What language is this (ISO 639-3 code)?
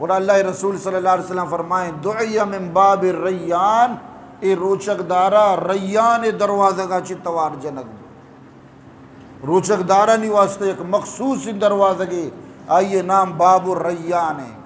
bgp